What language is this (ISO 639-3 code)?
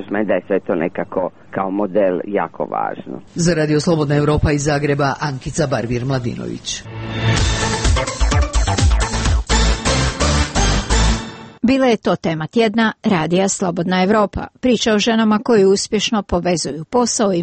hrv